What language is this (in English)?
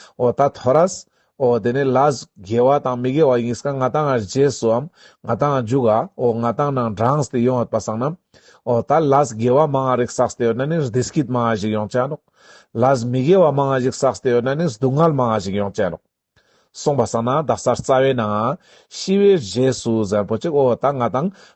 Ladakhi